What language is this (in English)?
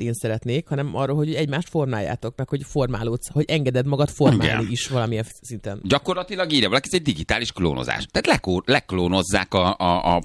Hungarian